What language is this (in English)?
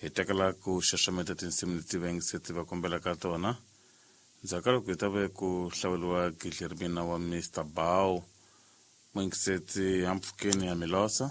Tsonga